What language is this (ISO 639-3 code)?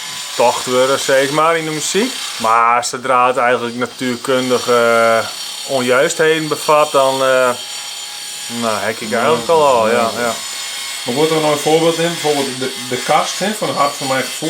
fry